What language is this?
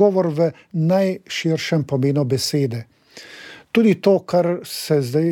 Slovenian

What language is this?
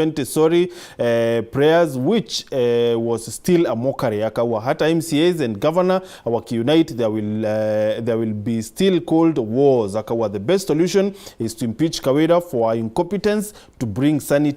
Meru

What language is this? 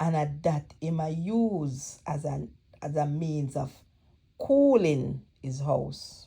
Jamaican Creole English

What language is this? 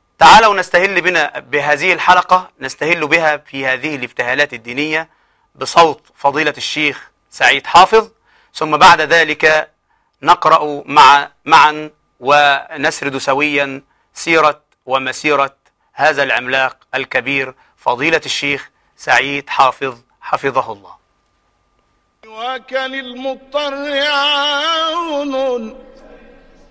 Arabic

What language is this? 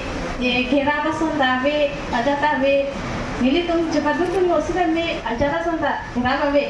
Karbi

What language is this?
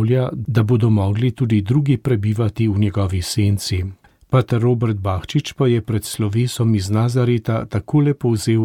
Slovenian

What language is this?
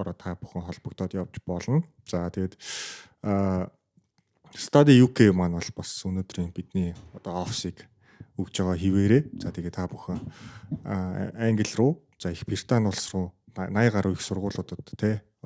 Mongolian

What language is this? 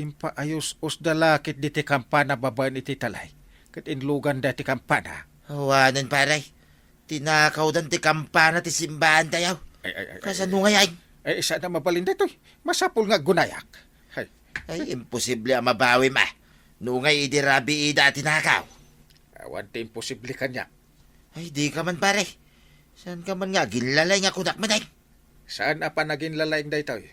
Iloko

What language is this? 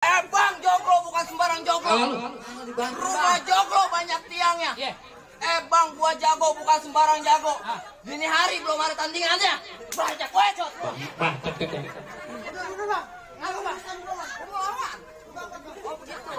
Betawi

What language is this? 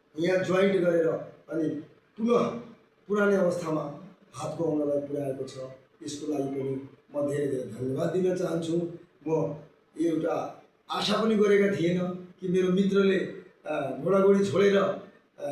Nepali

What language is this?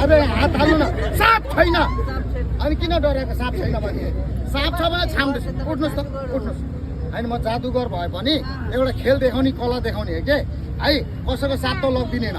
Nepali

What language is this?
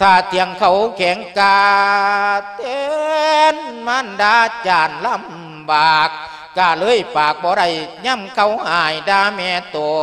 Lao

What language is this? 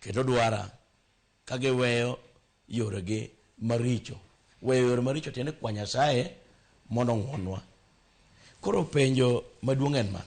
Luo (Kenya and Tanzania)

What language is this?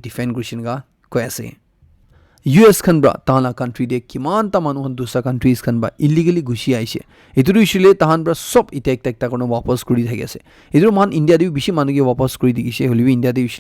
Naga Pidgin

